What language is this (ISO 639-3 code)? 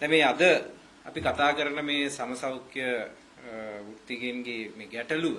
sin